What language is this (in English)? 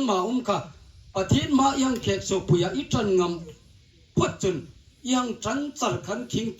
Hmar